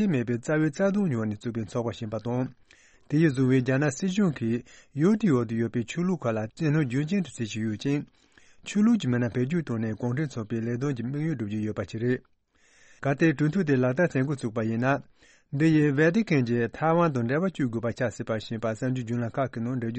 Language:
Tibetan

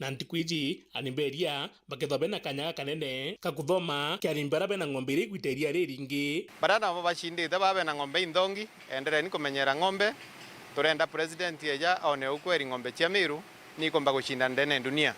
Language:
Meru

